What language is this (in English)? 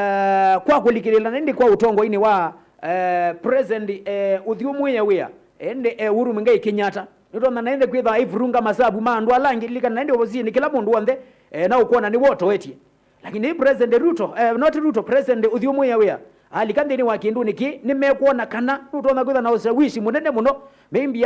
Kamba